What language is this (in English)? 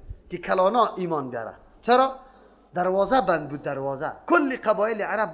Persian